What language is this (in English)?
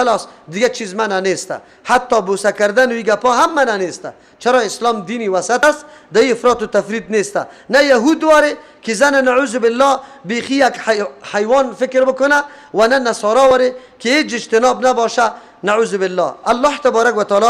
Persian